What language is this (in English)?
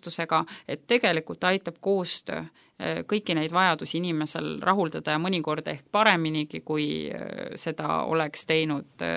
Estonian